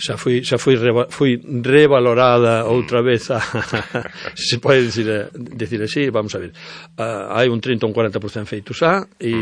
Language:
Galician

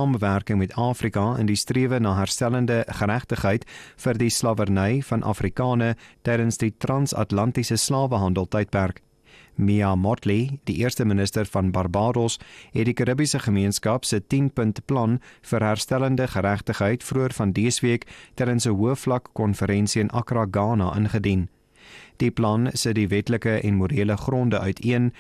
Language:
Afrikaans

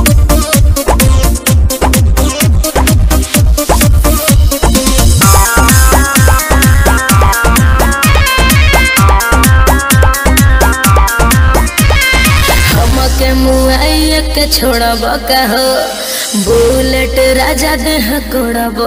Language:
Bhojpuri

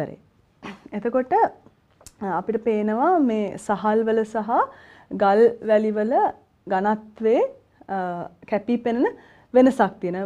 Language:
Sinhala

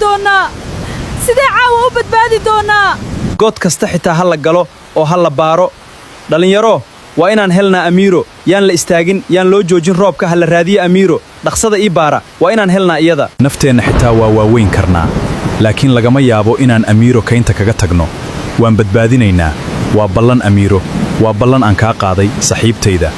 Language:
Somali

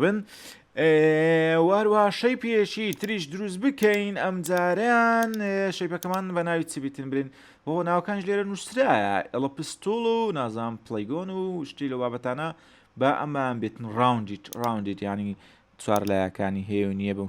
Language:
Central Kurdish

